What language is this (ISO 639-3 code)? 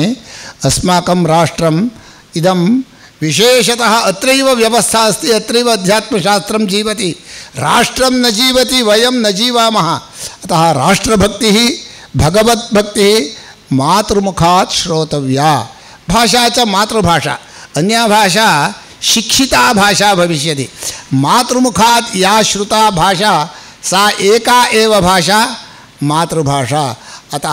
san